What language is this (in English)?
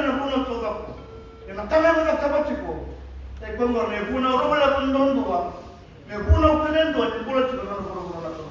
Fijian